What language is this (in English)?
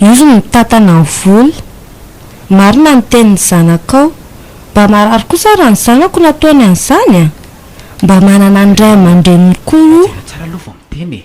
Malagasy